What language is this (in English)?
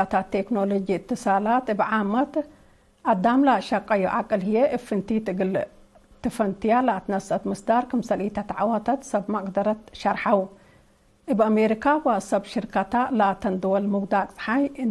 Tigre